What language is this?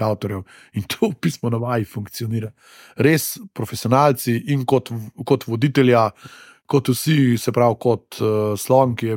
Slovenian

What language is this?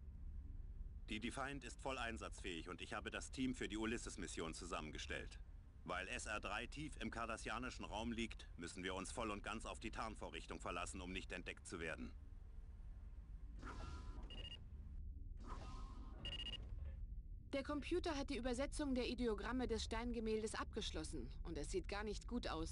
German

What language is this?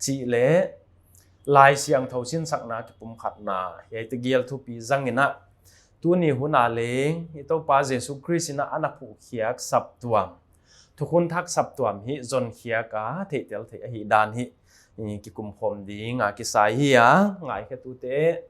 Paite Chin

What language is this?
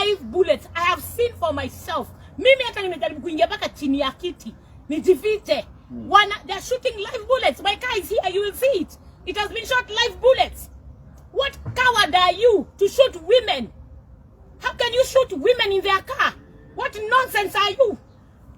Kikuyu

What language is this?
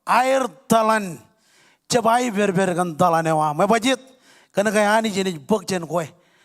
Marshallese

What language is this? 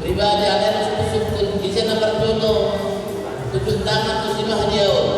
Batak Toba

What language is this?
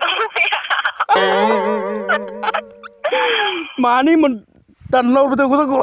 Bodo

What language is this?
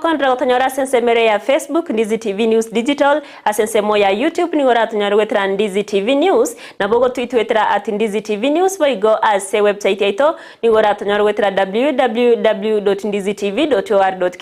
Gusii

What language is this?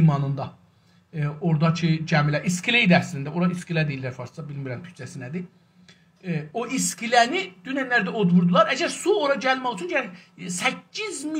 South Azerbaijani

